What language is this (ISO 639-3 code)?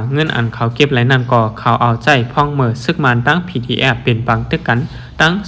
shn